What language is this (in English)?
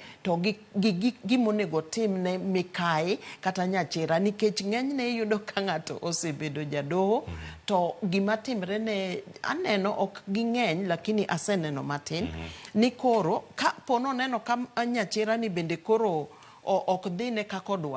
Luo (Kenya and Tanzania)